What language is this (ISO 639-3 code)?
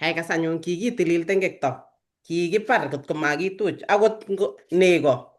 kln